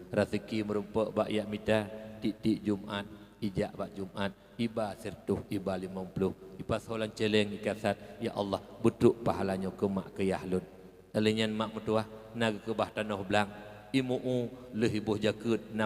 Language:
Achinese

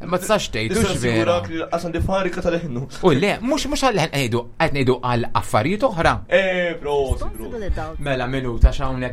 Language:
Maltese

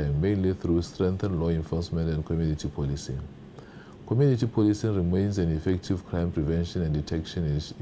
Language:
Tswana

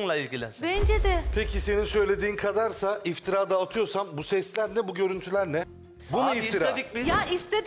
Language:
Turkish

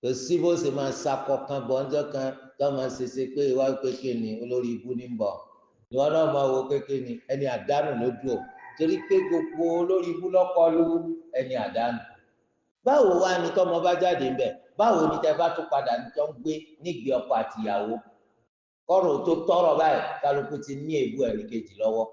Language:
Yoruba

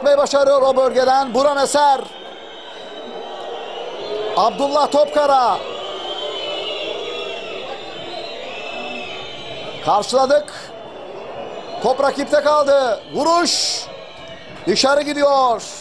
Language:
Turkish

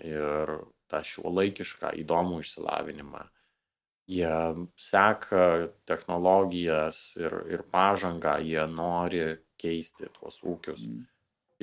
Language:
Lithuanian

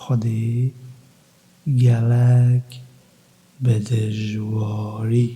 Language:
Kurdish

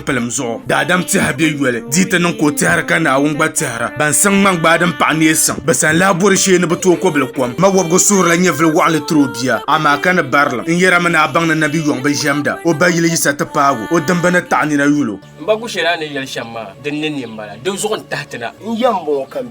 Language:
Dagbani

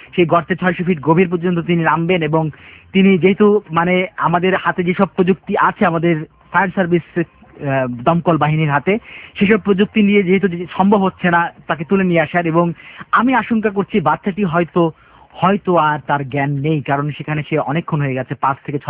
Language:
Bangla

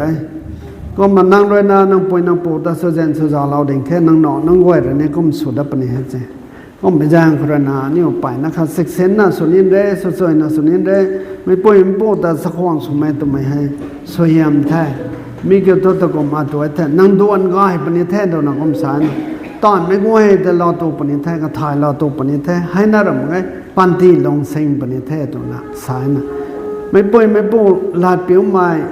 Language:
Rongmei Naga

